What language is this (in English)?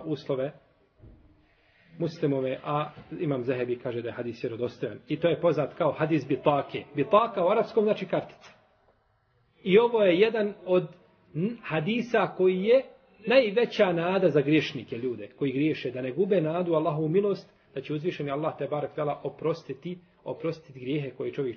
Bosnian